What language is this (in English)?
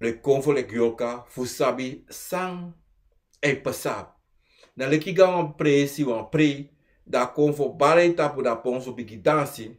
Sranan Tongo